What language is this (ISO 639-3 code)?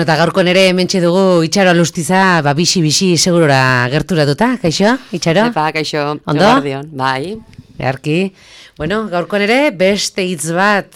eus